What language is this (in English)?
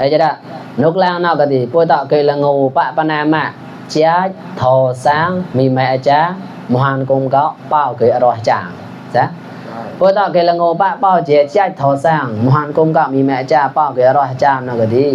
Mon